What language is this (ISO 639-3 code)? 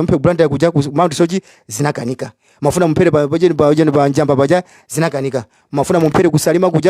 nya